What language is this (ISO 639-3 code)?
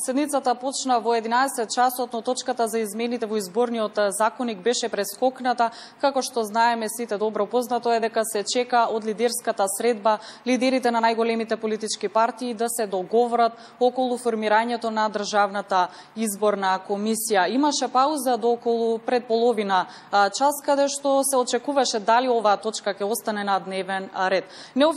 mkd